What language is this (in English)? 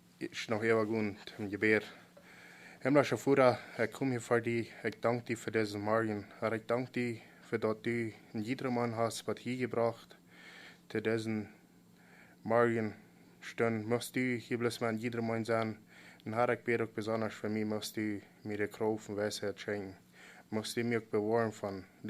Plautdietsch